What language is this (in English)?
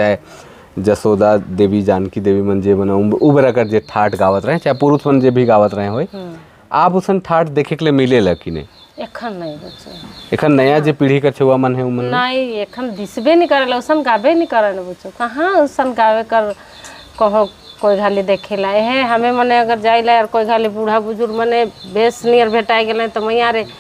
Sadri